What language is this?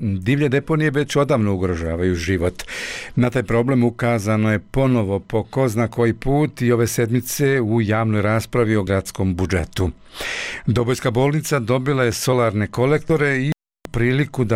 Bosnian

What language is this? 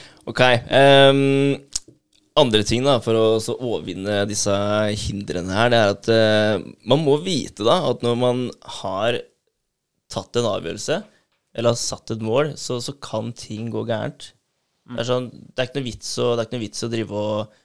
Norwegian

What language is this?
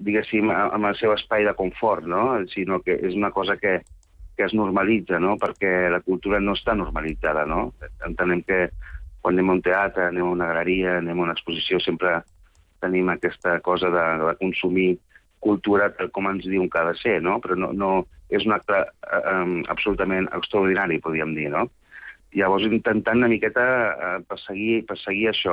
Catalan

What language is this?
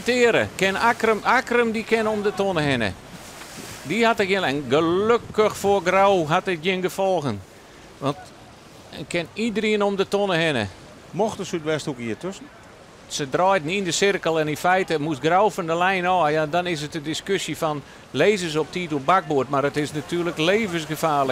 Western Frisian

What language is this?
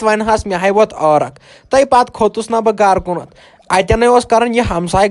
Kashmiri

